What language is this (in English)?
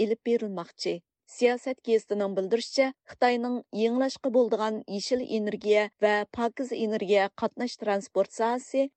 Uyghur